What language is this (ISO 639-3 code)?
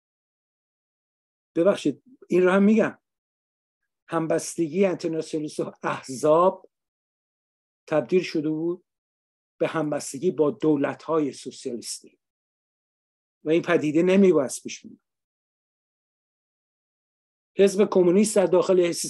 fas